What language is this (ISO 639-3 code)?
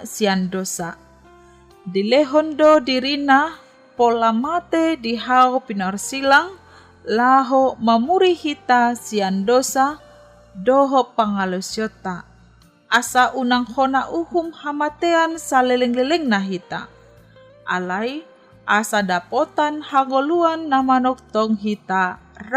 bbc